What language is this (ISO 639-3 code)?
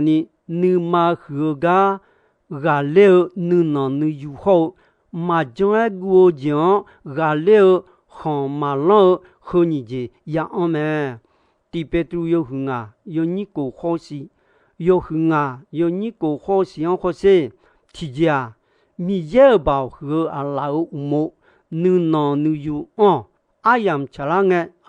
ahk